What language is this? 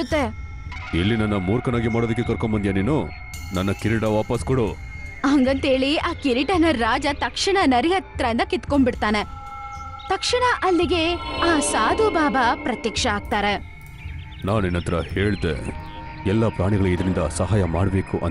Kannada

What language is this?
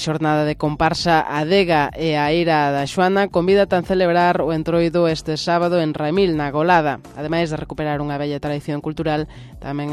Galician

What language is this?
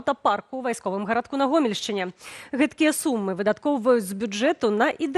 Belarusian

